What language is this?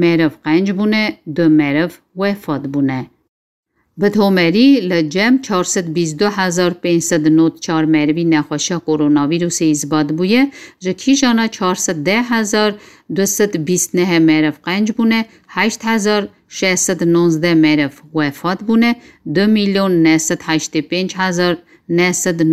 Kurdish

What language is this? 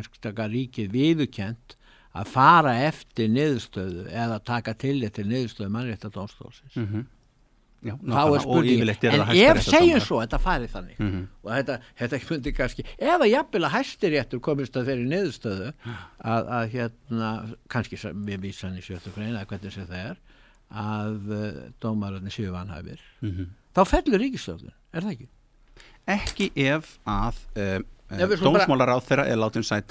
Icelandic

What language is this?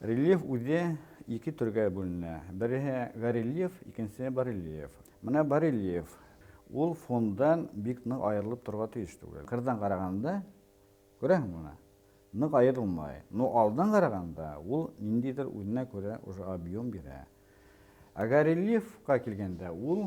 Bashkir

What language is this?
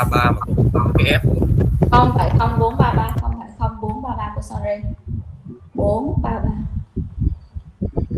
Vietnamese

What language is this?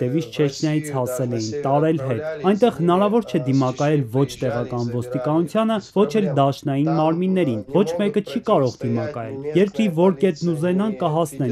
Armenian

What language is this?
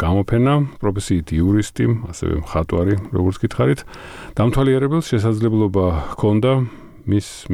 Georgian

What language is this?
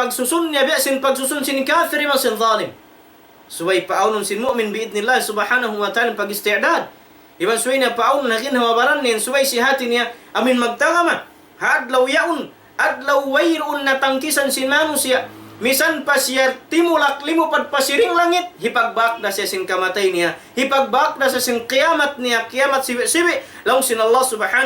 Tausug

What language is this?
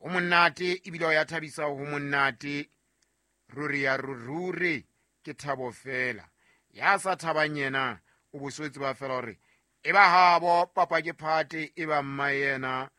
Southern Sotho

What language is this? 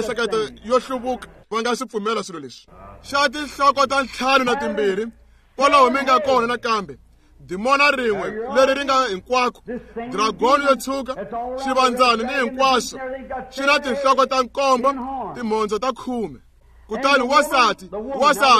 Tsonga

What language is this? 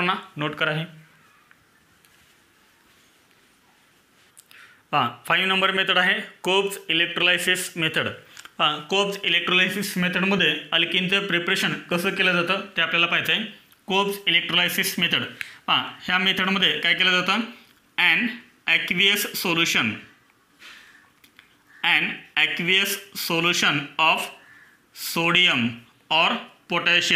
Marathi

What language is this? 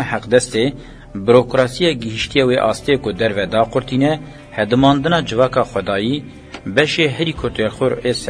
Kurdish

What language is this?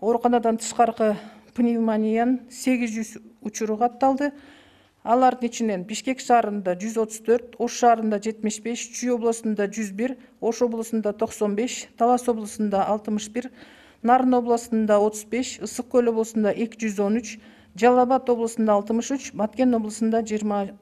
Kyrgyz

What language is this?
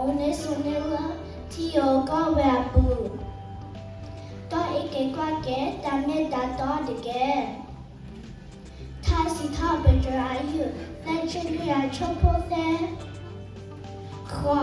S'gaw Karen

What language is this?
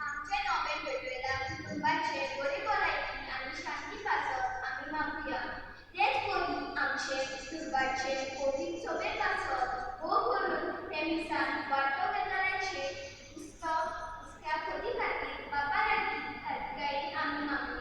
Konkani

